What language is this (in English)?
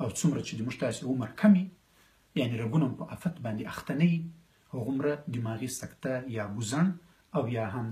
Pashto